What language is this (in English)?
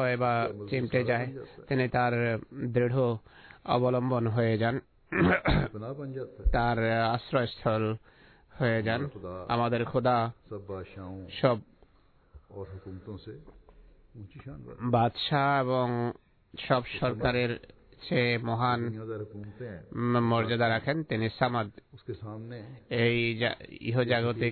Bangla